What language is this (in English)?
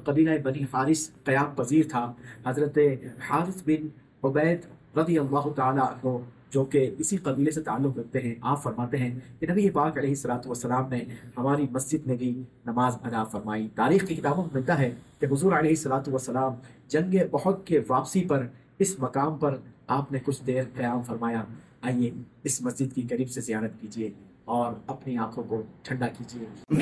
Urdu